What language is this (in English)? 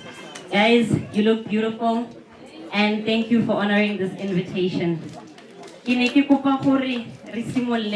Tswana